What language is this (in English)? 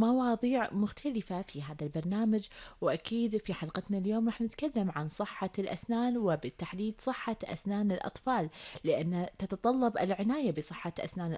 Gulf Arabic